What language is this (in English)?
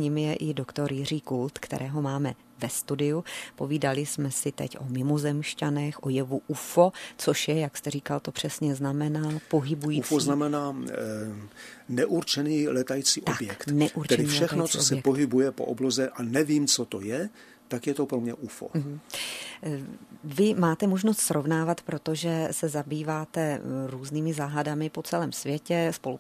Czech